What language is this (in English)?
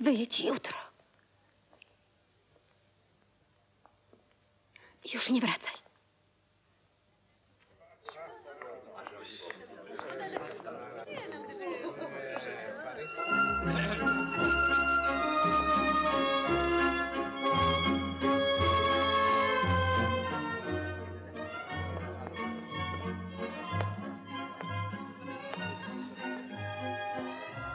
Polish